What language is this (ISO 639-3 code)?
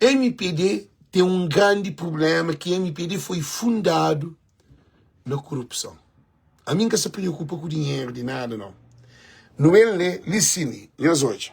kea